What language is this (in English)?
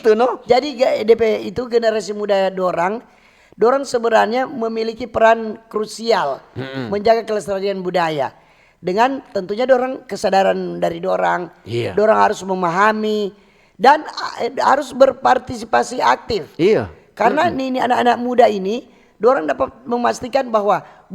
Manado Malay